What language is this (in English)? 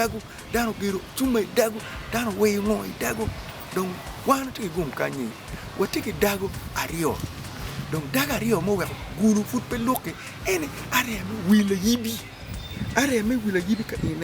Acoli